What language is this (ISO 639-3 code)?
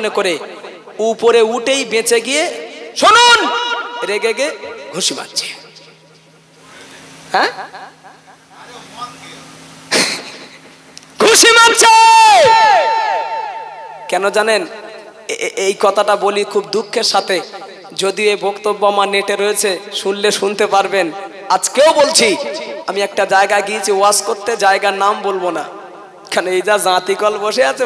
ben